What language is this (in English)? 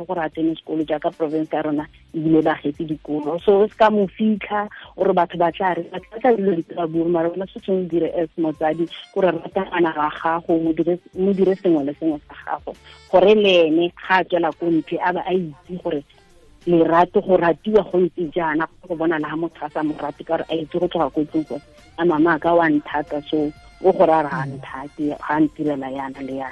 Tswana